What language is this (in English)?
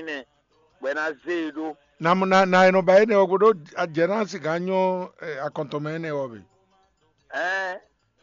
Fon